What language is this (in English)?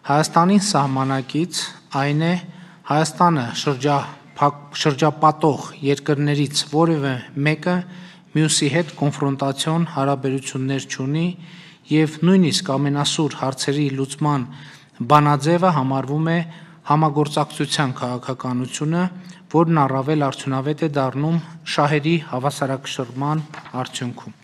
Armenian